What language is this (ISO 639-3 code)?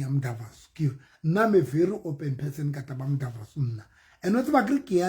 sot